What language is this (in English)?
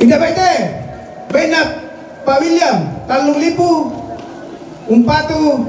Toraja-Sa'dan